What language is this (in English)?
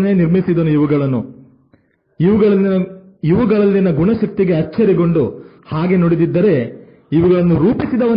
Kannada